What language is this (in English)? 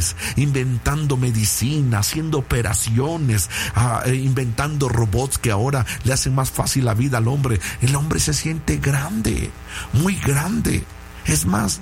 Spanish